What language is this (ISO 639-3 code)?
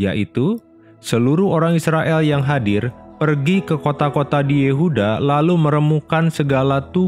ind